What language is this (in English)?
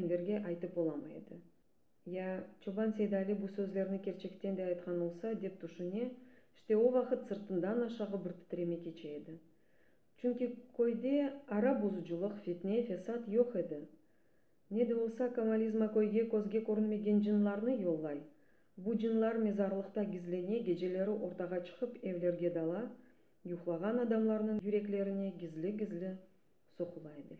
Crimean Tatar